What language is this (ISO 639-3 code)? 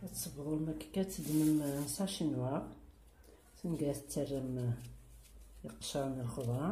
kab